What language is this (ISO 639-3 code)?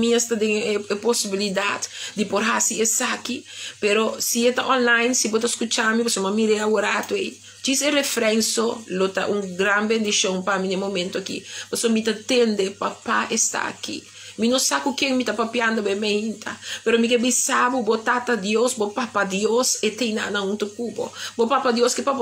pap